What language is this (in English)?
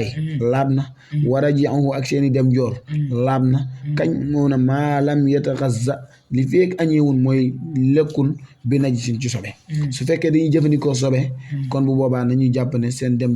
Wolof